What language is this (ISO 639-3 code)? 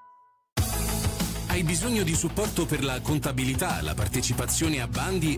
ita